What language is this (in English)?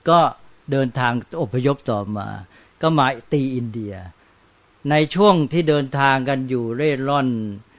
Thai